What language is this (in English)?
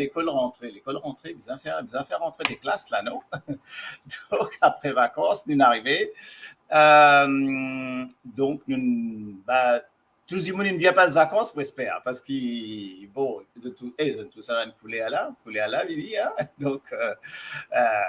Morisyen